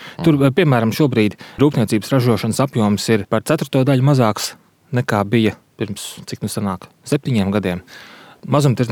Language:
Latvian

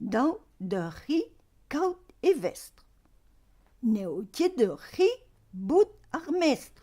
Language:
Breton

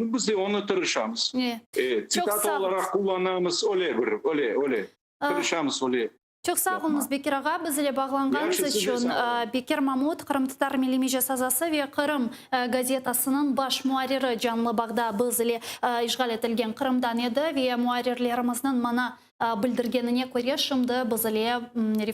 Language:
Crimean Tatar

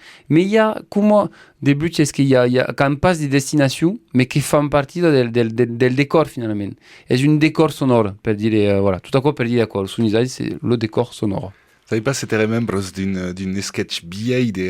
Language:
Occitan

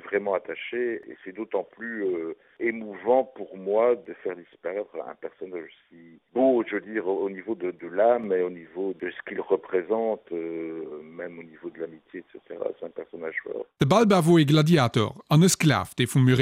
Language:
Luxembourgish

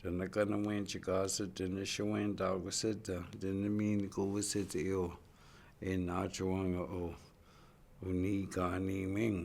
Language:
Chippewa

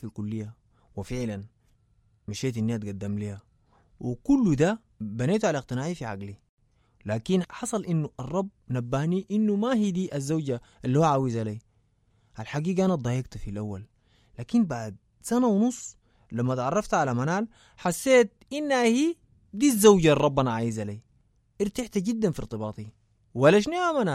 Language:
Sudanese Arabic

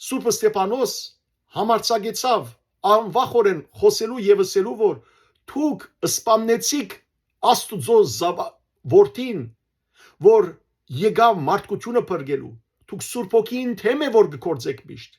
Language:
Western Armenian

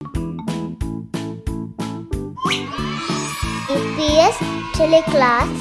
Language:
Divehi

